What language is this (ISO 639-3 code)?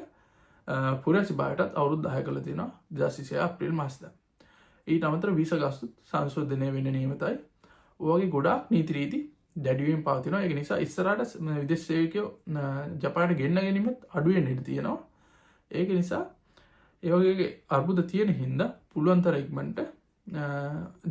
sin